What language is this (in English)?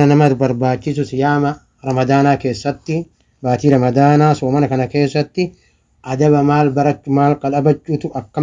Oromo